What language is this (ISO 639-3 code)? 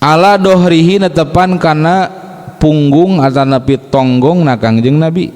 sun